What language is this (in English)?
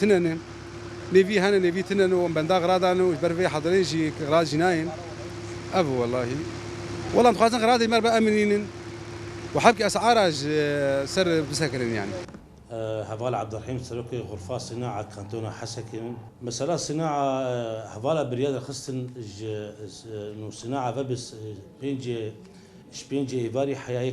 Kurdish